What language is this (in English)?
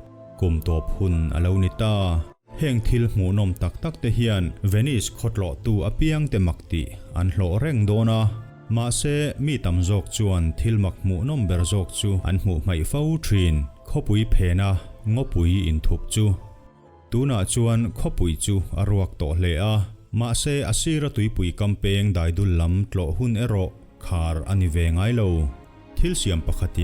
Mizo